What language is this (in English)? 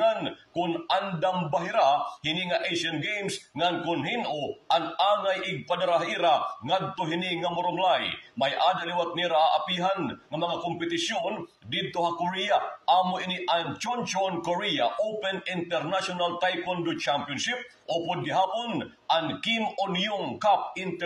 Waray